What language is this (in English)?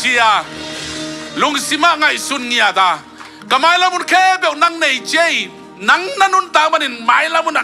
Tedim Chin